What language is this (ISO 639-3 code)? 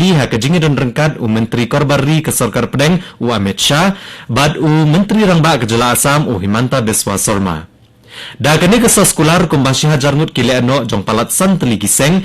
kha